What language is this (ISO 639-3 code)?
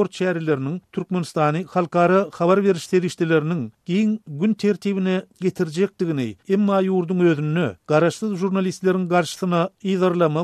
tuk